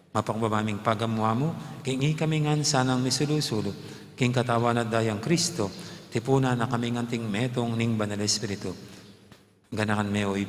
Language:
Pampanga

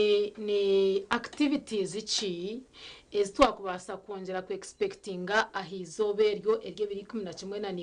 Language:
Nyankole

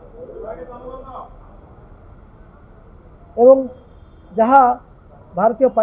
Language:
Odia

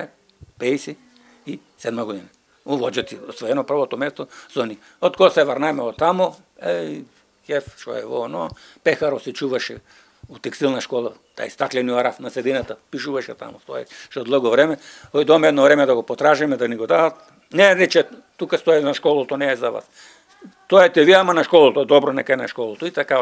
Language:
Macedonian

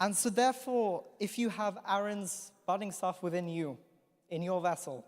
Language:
English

